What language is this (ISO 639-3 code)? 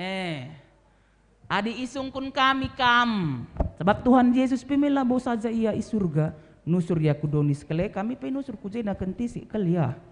btx